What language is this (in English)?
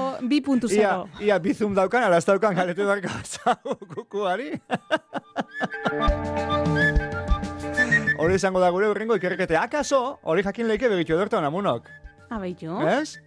Basque